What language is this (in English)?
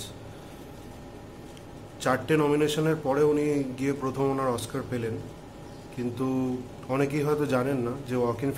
Bangla